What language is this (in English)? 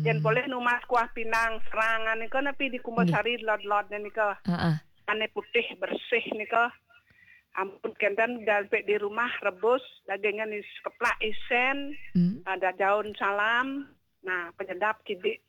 Balinese